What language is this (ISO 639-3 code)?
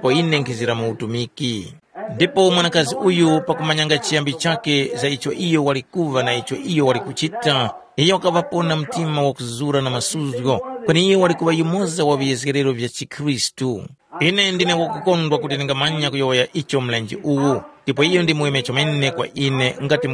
tum